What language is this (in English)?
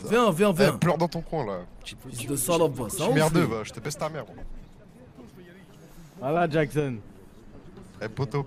French